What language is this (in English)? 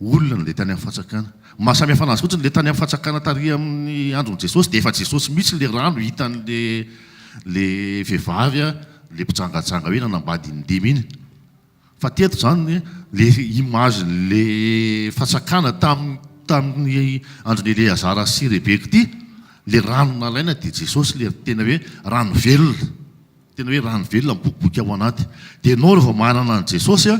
Malagasy